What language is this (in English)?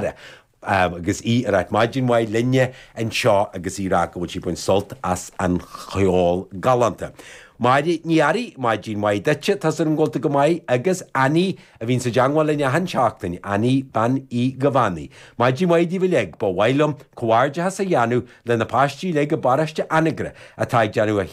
Irish